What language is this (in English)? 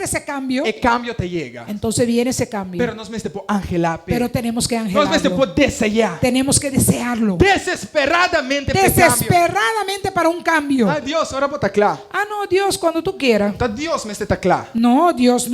Papiamento